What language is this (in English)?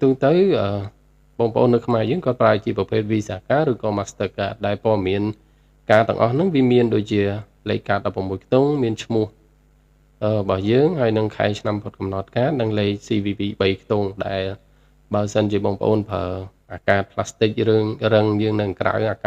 Khmer